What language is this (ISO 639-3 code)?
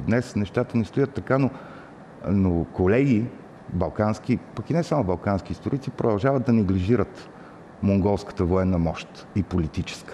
bul